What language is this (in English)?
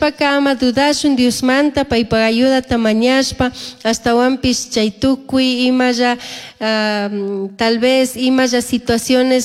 Chimborazo Highland Quichua